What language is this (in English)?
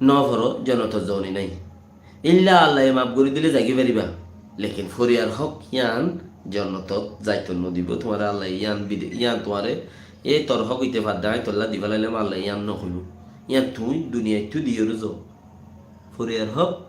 Rohingya